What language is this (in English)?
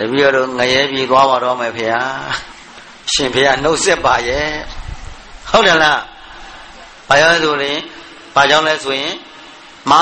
Burmese